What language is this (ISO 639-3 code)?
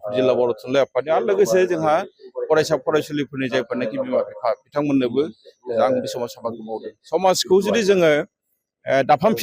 brx